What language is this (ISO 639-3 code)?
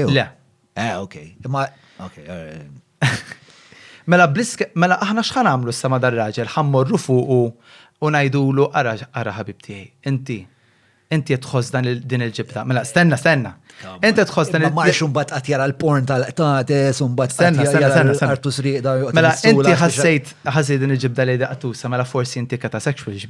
mlt